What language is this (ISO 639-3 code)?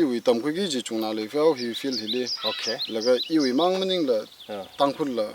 nmf